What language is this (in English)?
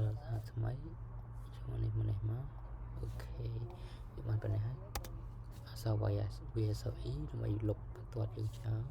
Khmer